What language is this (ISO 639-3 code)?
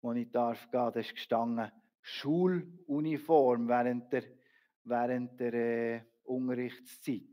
gsw